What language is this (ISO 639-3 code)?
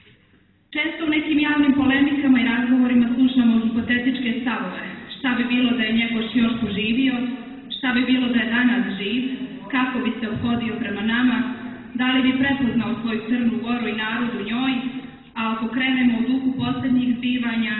srp